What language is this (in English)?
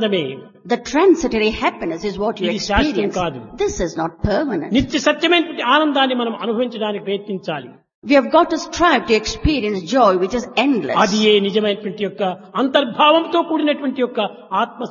Telugu